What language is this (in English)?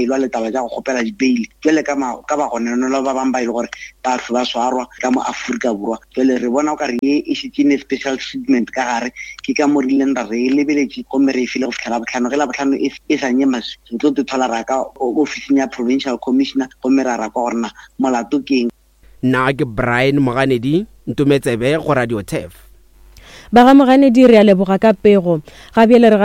Northern Sotho